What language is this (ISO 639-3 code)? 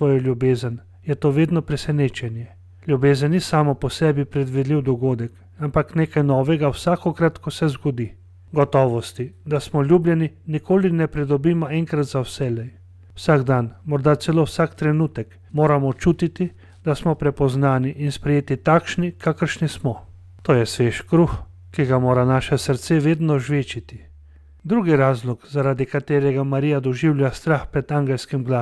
slv